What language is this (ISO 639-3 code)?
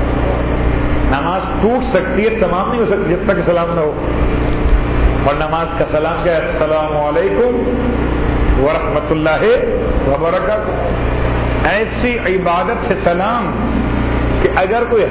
urd